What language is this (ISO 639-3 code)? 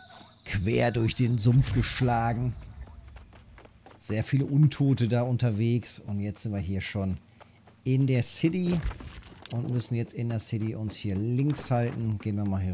deu